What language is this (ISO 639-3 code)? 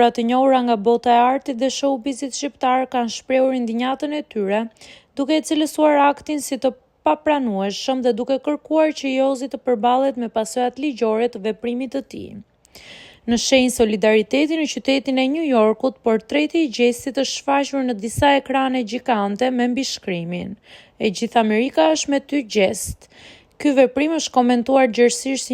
sqi